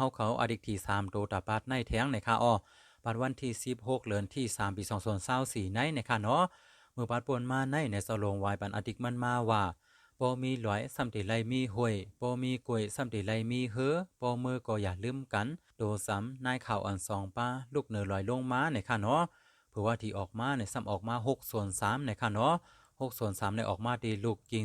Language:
Shan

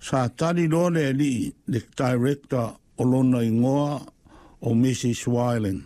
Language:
Samoan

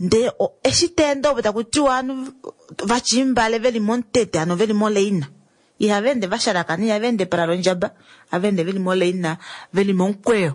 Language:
Kuanyama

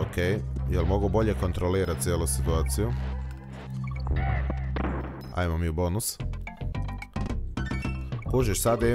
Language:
Croatian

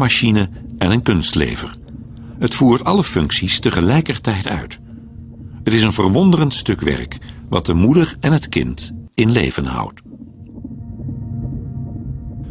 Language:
Dutch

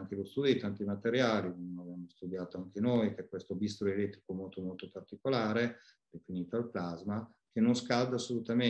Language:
Italian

